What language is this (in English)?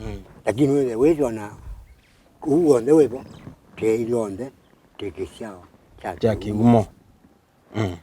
Kamba